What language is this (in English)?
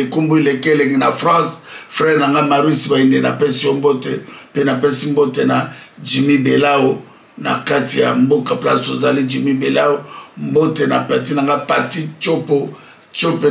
Lingala